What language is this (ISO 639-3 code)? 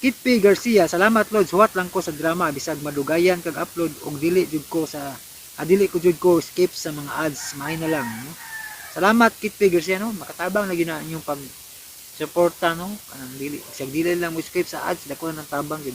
ceb